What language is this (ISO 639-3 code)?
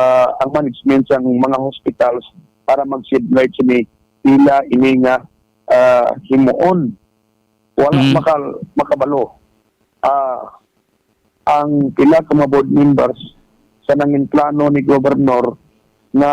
hil